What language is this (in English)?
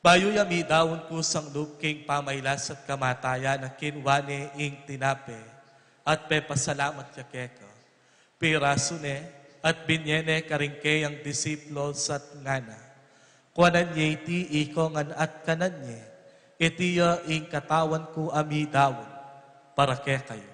Pampanga